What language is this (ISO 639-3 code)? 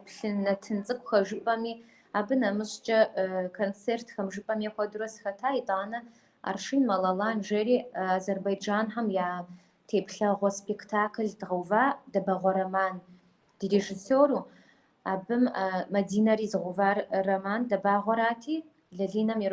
kbd